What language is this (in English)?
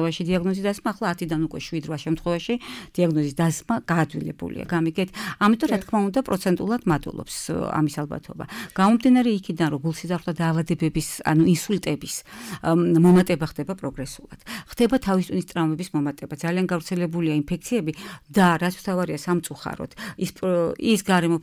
Georgian